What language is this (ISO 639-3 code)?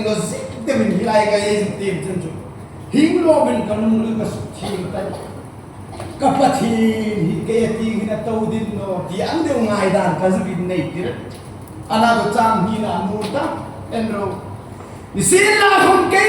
hmr